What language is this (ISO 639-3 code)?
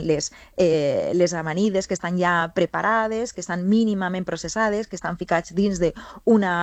cat